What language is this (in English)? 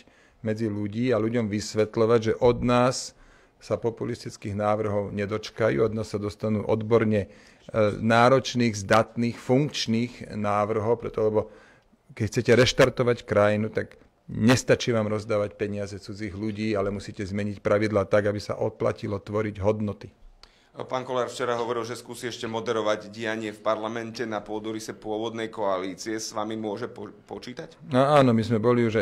Slovak